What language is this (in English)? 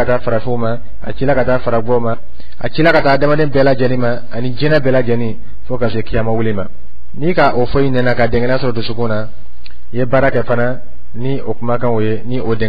Dyula